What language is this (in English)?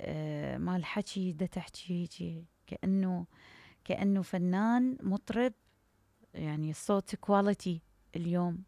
Mesopotamian Arabic